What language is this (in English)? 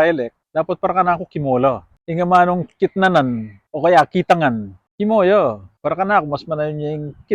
Pampanga